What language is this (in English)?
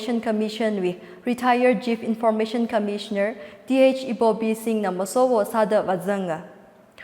Tangkhul Naga (India)